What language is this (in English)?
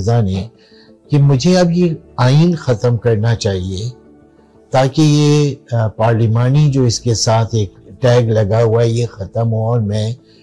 Urdu